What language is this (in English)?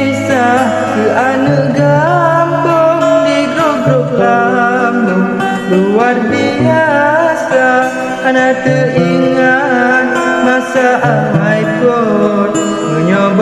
Achinese